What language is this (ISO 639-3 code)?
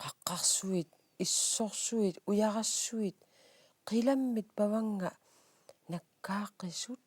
kal